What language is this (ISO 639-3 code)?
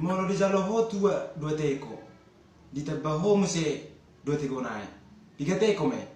bbc